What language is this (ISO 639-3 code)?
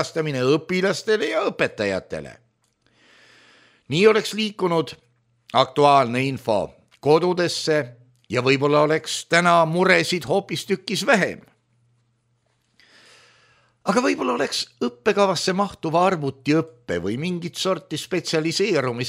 est